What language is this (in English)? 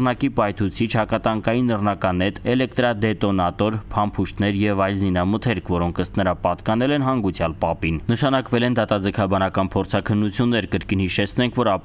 Armenian